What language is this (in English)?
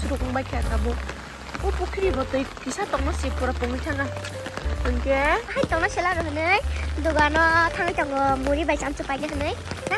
Kok Borok